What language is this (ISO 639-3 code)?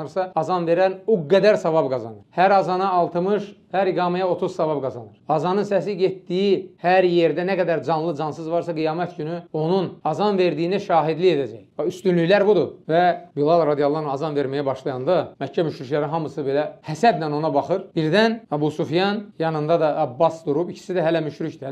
aze